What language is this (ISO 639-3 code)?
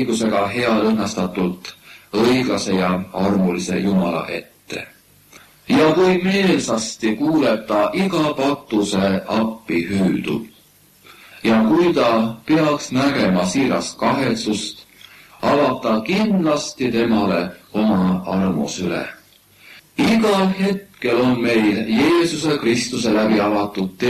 est